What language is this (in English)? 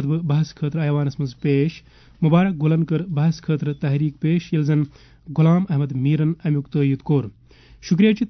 Kashmiri